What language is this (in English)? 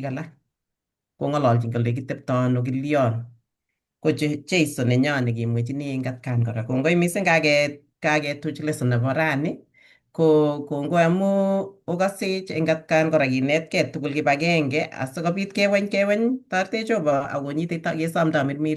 Kalenjin